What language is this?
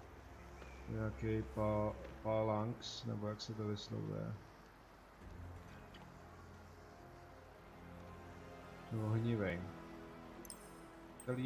Czech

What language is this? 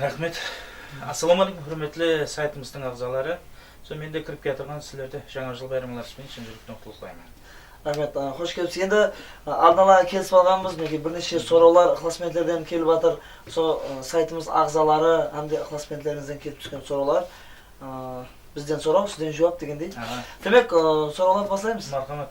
Kara-Kalpak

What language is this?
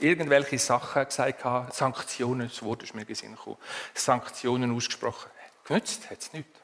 Swiss German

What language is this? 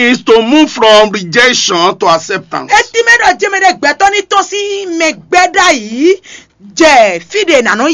Fon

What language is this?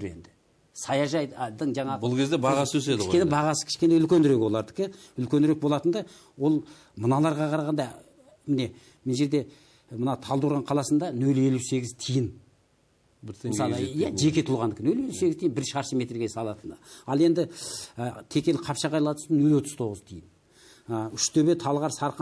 Kazakh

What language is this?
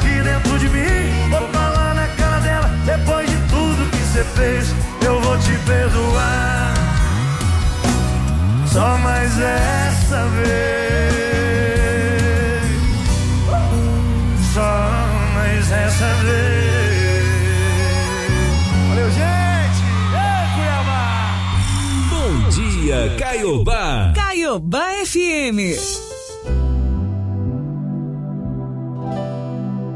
Portuguese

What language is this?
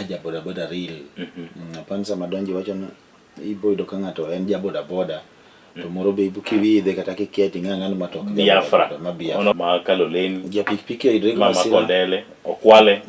Luo (Kenya and Tanzania)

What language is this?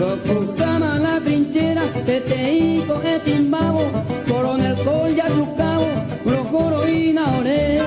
Guarani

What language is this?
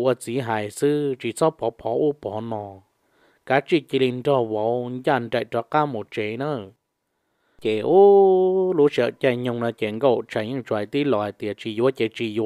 Hmong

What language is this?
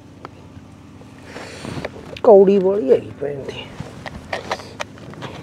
Punjabi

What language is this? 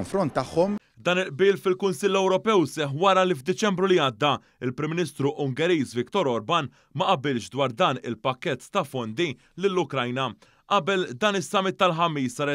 Maltese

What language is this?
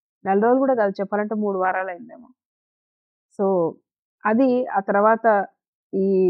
Telugu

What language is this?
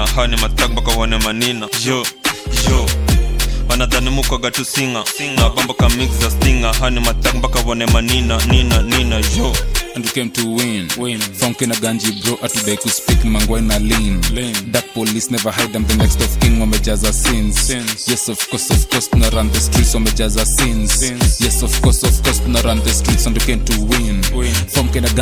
Swahili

